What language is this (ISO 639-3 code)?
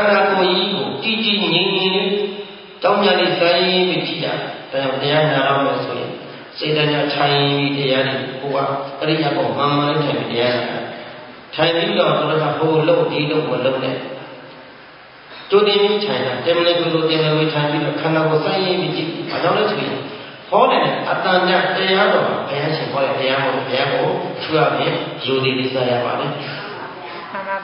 mya